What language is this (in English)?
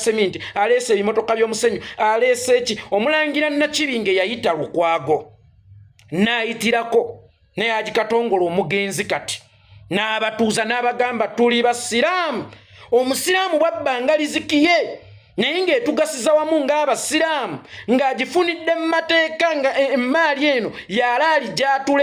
Ganda